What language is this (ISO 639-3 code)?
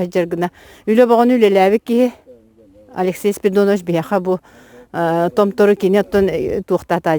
sah